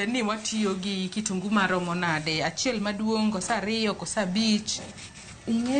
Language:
Luo (Kenya and Tanzania)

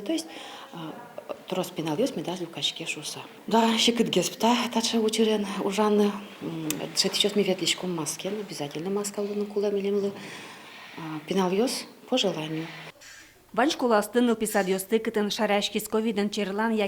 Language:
Udmurt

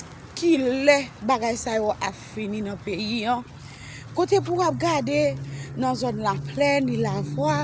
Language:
Haitian Creole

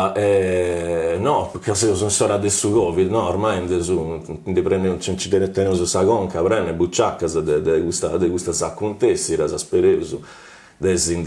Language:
Sardinian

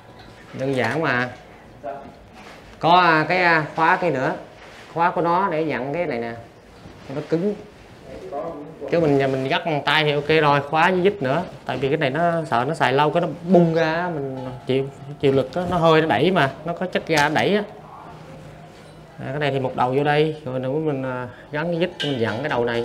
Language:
Vietnamese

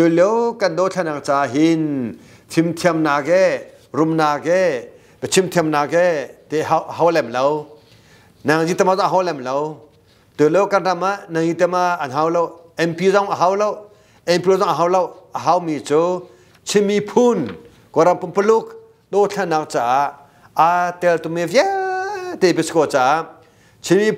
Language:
Hakha Chin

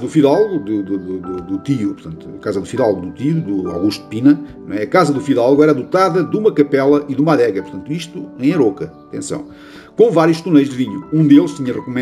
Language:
Portuguese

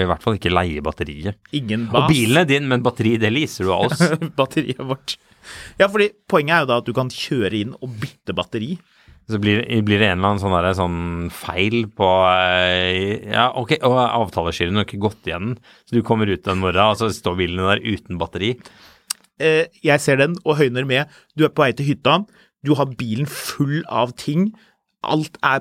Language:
Norwegian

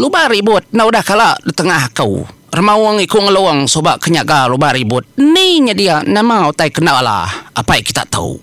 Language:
Iban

